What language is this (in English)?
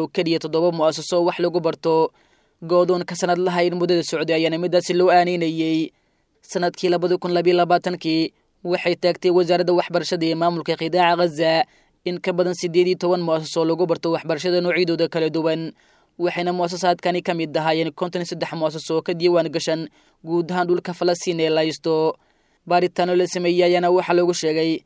Somali